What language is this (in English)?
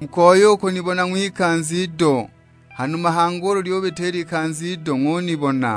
Sukuma